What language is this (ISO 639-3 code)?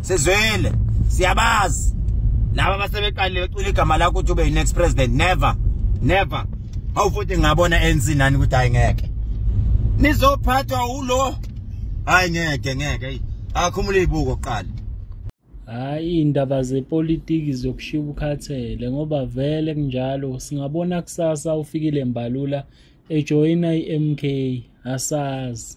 zul